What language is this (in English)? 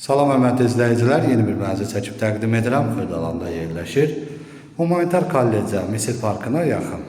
Azerbaijani